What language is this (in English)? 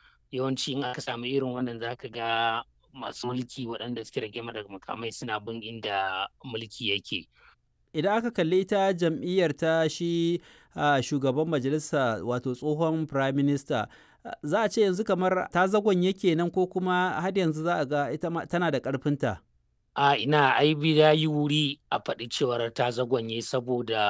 Hausa